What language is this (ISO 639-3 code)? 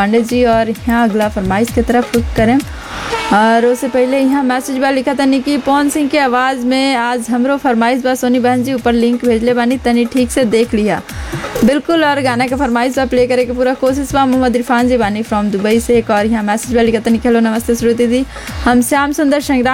bho